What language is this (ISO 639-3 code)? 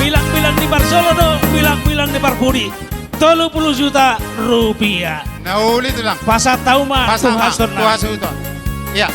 bbc